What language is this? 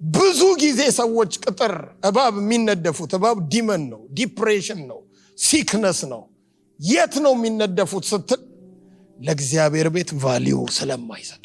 Amharic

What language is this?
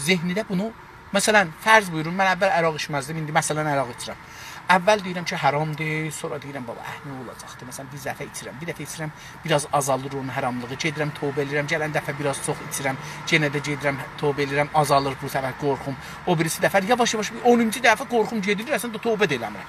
South Azerbaijani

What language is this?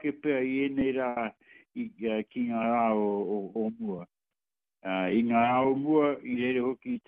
Māori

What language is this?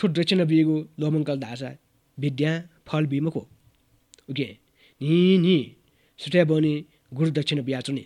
Newari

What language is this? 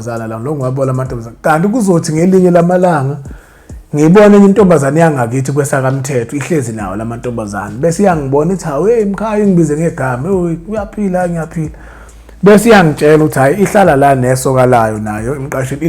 Zulu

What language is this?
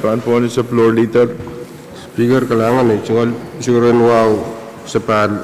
Pohnpeian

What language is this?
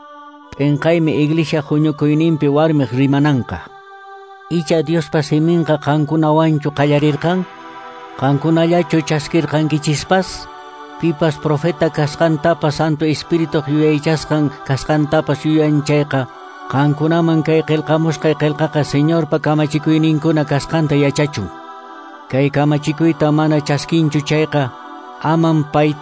Quechua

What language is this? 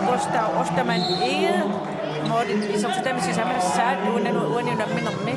Kalaallisut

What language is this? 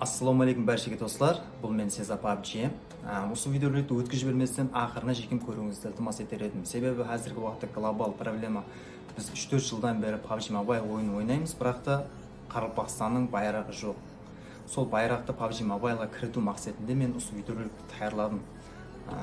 Kara-Kalpak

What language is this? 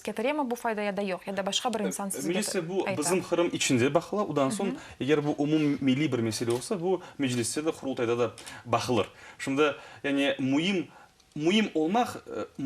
Crimean Tatar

